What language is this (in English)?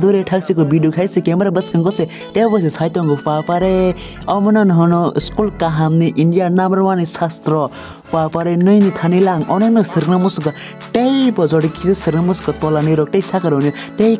Kok Borok